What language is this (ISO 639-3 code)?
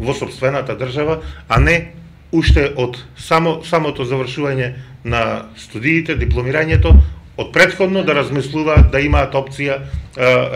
mkd